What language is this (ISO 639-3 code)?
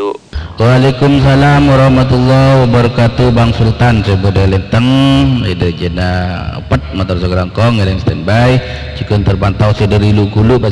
mad